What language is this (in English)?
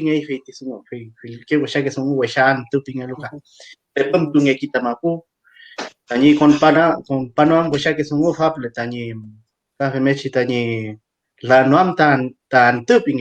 Mapuche